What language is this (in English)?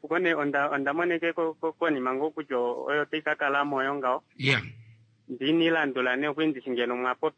Kuanyama